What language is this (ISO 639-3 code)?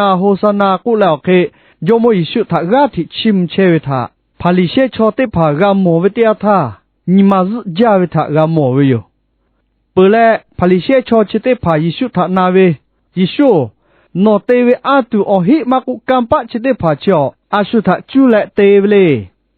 lhu